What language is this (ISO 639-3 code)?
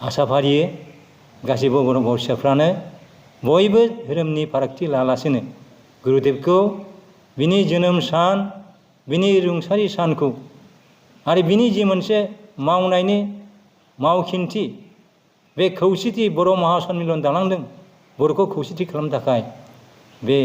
brx